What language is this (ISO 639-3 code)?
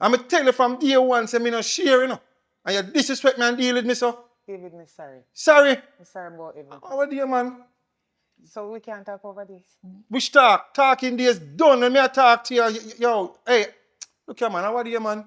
jam